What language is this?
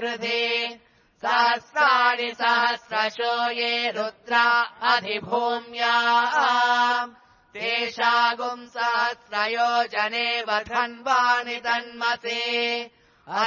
Sanskrit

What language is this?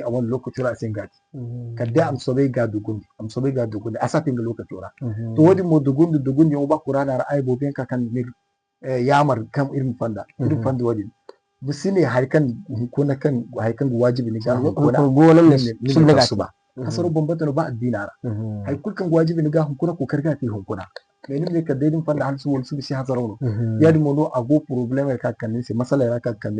Zarma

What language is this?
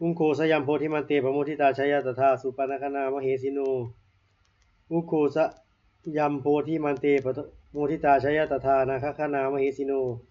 Pali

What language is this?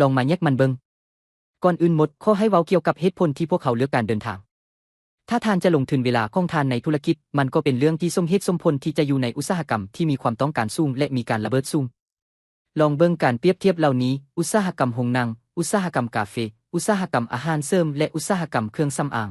Lao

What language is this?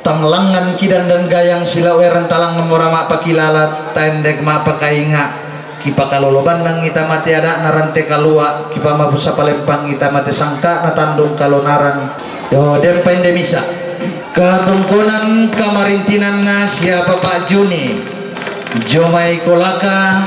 Toraja-Sa'dan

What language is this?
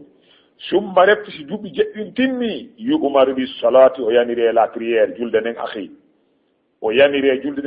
Fula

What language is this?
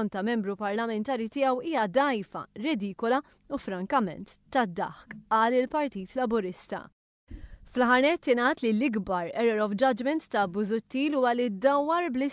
Maltese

